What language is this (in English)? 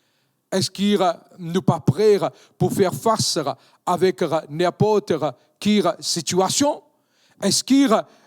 Morisyen